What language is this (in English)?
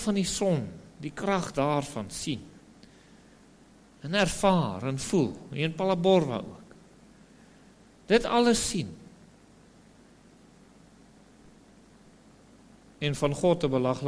Afrikaans